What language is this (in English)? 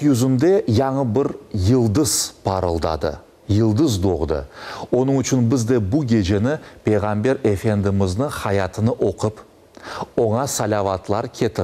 Crimean Tatar